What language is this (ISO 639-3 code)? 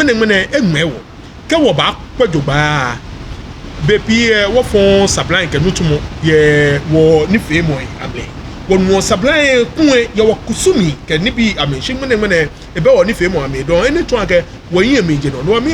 gaa